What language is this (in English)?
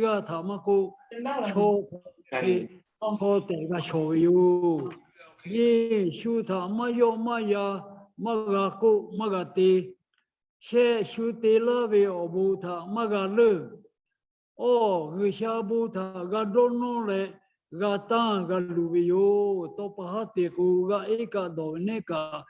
Lahu